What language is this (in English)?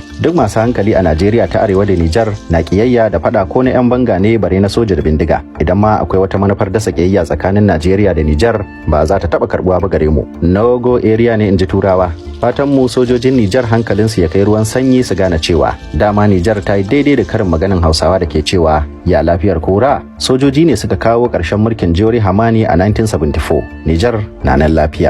Hausa